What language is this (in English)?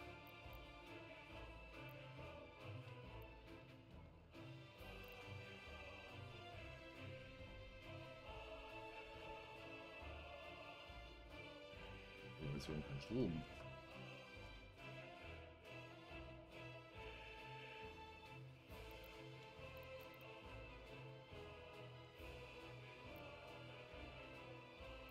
German